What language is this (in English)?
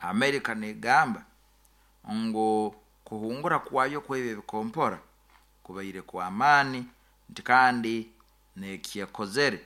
Nyoro